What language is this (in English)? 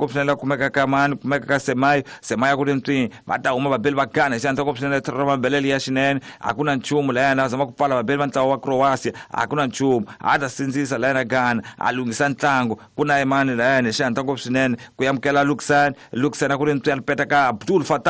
Tsonga